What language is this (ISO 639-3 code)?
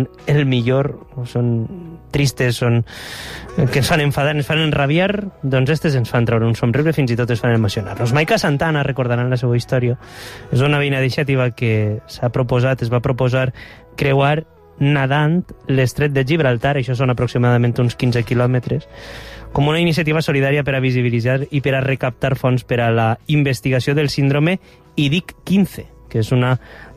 cat